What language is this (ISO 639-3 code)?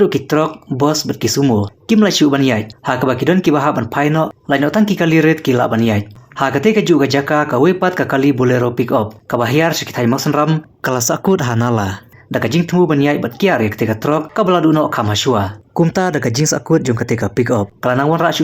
kha